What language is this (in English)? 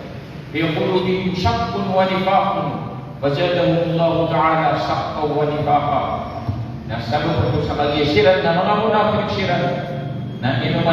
Maranao